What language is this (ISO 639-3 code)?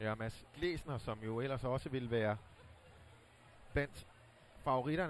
dan